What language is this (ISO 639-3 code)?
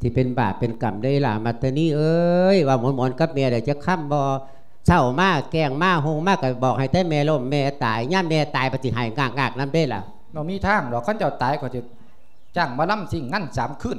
lao